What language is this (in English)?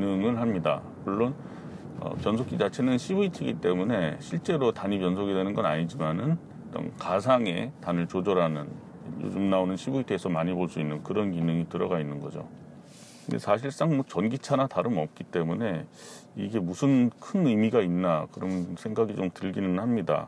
Korean